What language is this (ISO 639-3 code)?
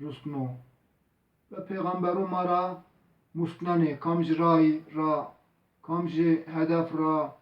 zza